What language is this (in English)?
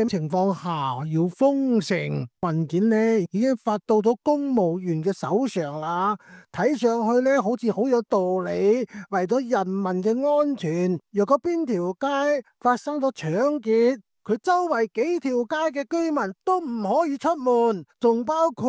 Cantonese